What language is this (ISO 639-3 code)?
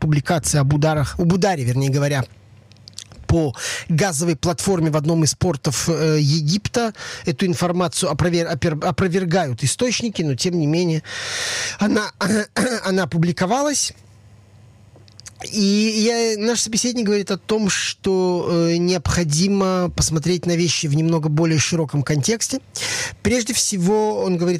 rus